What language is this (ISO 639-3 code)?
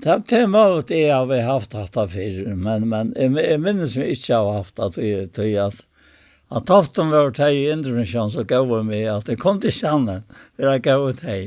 fao